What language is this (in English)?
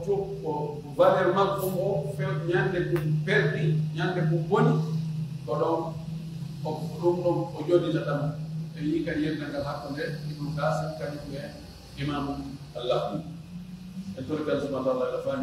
Pular